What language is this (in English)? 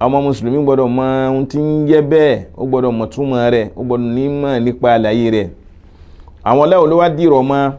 Yoruba